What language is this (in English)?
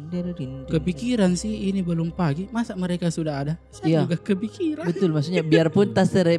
Makassar Malay